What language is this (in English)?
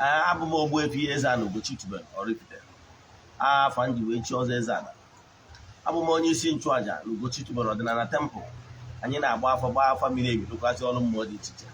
Igbo